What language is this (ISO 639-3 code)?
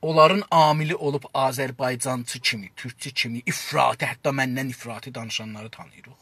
azb